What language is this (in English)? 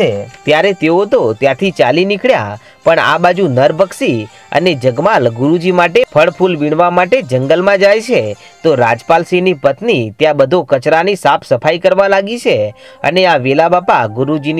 Gujarati